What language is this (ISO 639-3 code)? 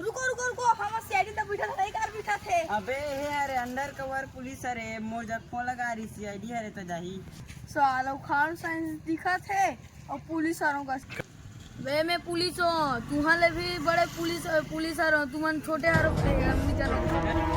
hne